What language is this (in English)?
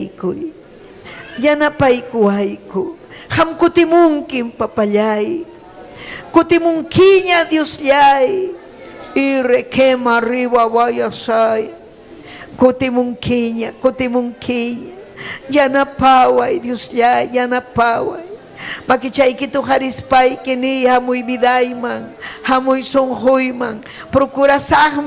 Ayacucho Quechua